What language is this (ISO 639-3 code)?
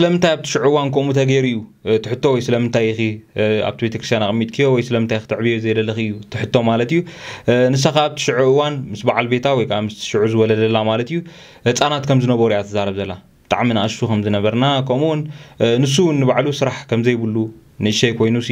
tir